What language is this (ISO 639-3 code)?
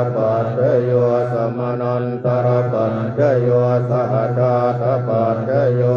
pli